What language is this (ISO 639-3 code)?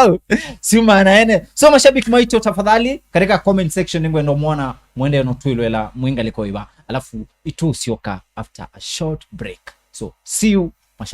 kam